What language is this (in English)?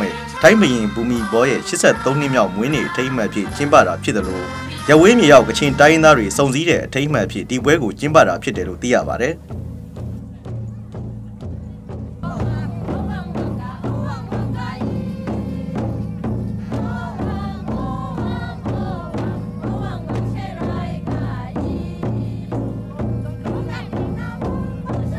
Burmese